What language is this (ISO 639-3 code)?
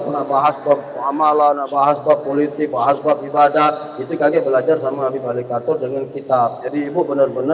mui